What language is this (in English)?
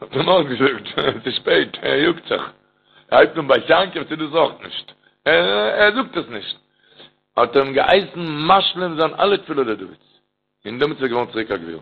Yiddish